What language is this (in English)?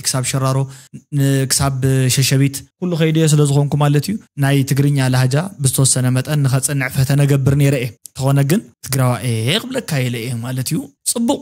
Tigrinya